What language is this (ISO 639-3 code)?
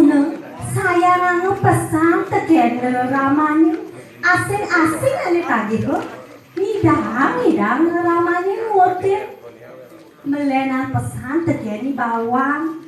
ban